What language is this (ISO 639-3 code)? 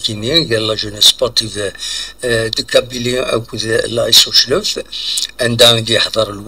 kab